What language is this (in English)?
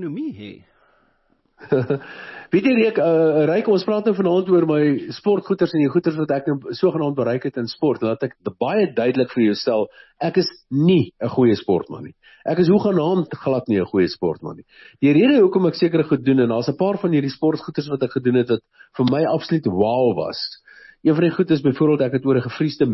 Afrikaans